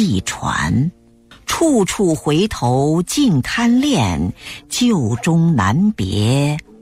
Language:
Chinese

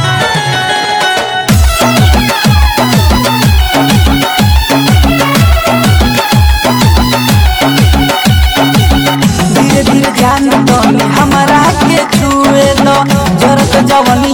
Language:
Bhojpuri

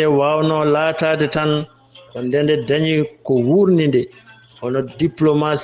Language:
Fula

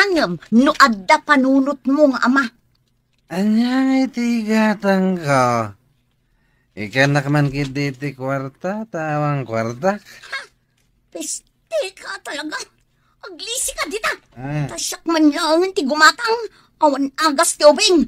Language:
Iloko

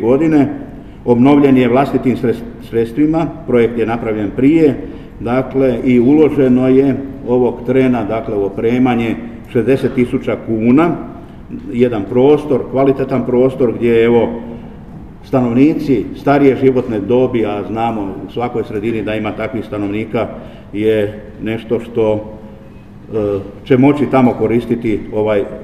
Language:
Croatian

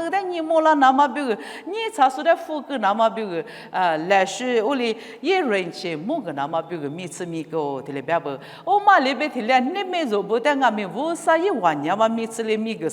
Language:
Lisu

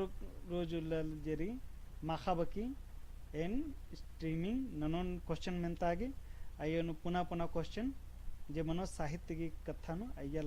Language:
Kurukh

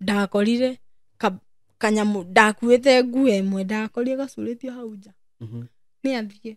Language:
Kikuyu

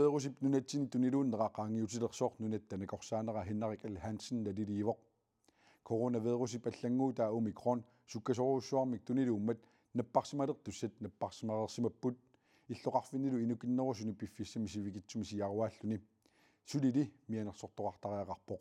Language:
Kalaallisut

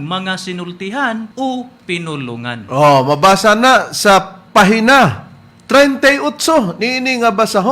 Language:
Cebuano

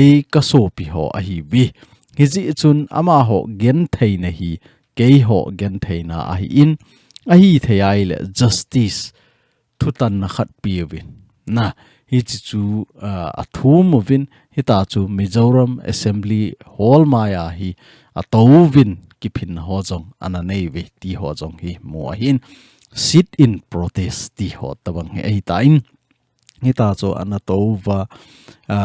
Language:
Thado Chin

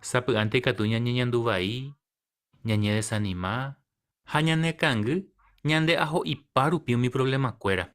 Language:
Guarani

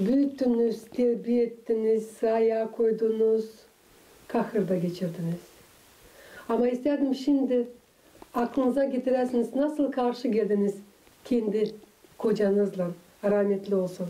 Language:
Gagauz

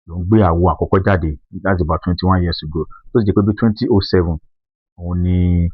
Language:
Yoruba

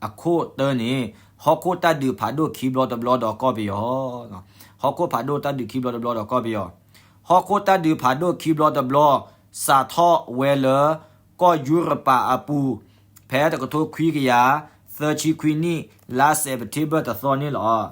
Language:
S'gaw Karen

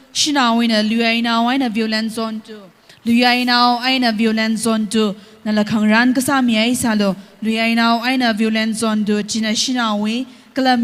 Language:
Tangkhul Naga (India)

